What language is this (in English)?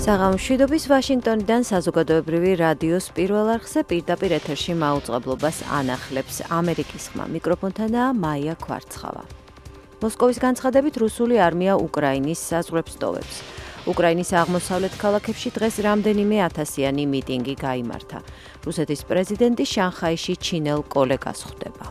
Georgian